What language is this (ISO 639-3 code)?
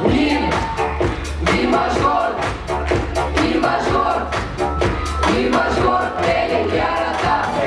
bak